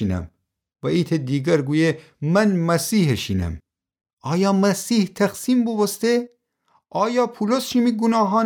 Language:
Gilaki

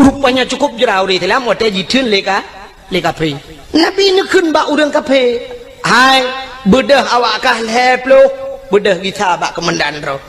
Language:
Achinese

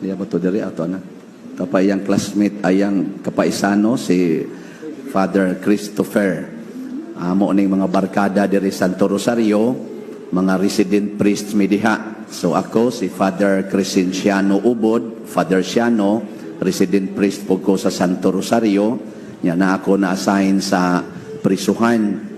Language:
Cebuano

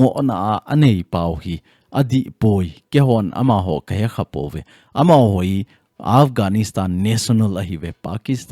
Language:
Thado Chin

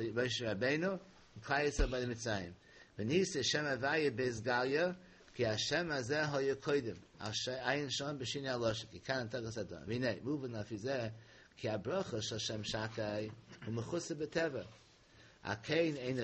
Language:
Yiddish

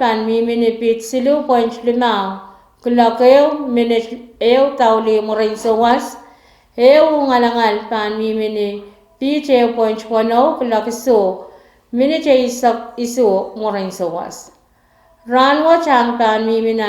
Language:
Pohnpeian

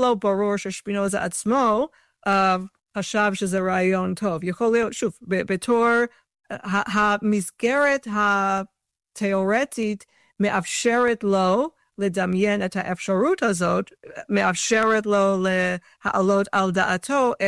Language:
Hebrew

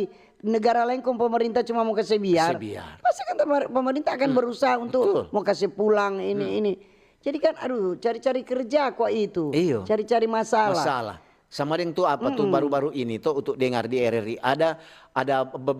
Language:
Manado Malay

